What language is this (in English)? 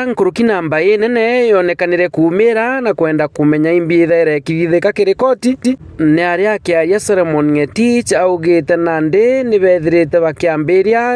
Meru